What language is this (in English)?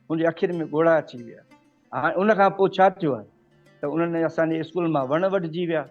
Sindhi